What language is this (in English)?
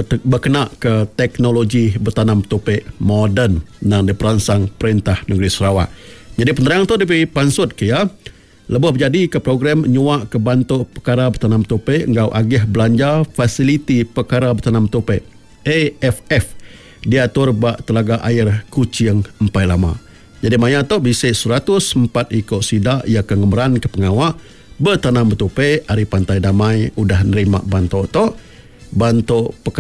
Iban